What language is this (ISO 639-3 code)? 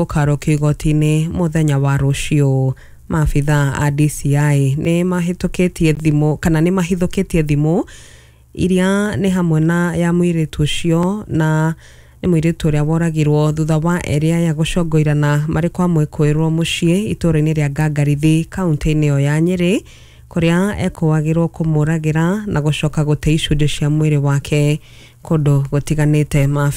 kik